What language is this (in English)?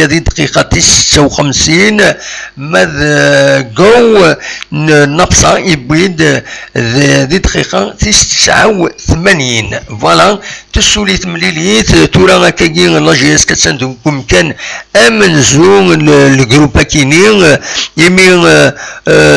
Kabyle